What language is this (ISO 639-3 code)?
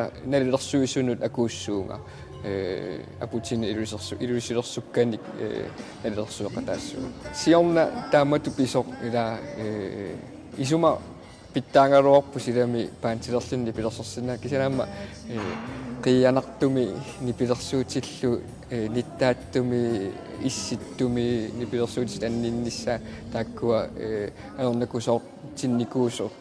kal